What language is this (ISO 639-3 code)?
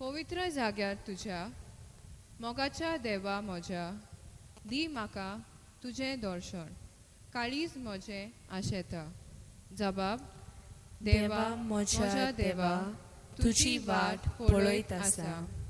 kok